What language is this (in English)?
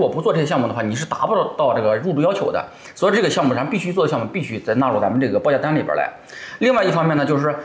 Chinese